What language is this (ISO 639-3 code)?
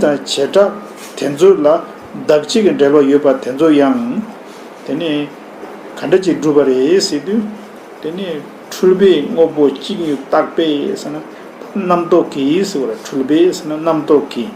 bod